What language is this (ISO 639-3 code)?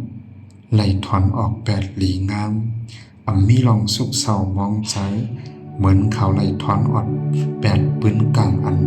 shn